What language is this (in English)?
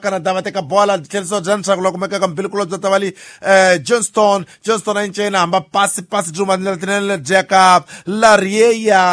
Tsonga